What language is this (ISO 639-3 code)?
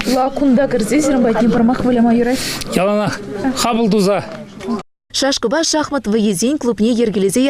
chv